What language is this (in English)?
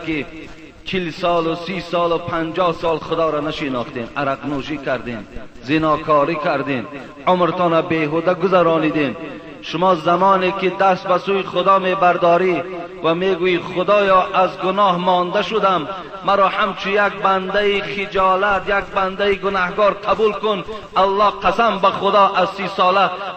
Persian